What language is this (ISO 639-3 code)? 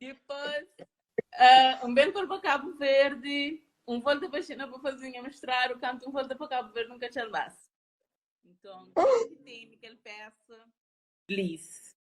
kea